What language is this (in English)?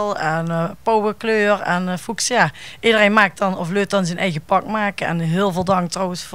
Limburgish